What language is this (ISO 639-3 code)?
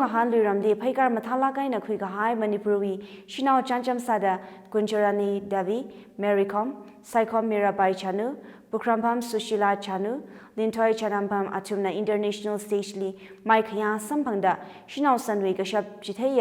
nmf